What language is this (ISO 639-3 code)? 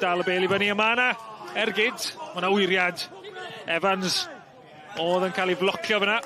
cym